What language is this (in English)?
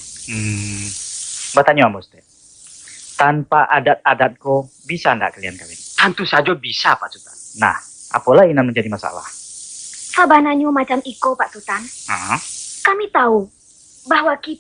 Minangkabau